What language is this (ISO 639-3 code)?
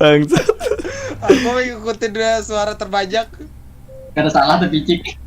bjn